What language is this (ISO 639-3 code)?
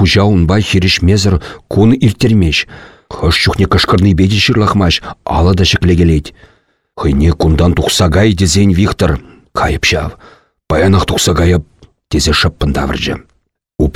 chv